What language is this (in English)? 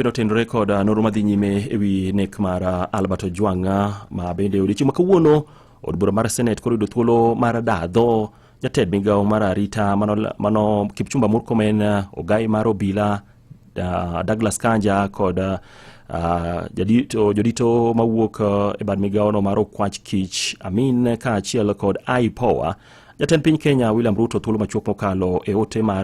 Luo (Kenya and Tanzania)